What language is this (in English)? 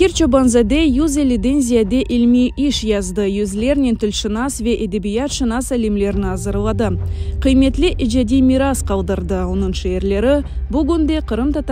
Crimean Tatar